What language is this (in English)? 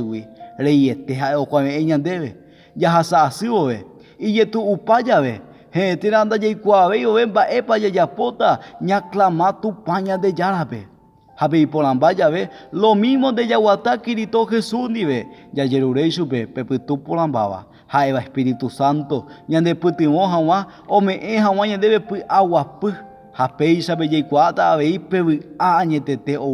Guarani